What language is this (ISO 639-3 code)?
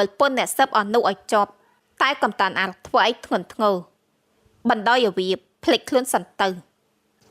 khm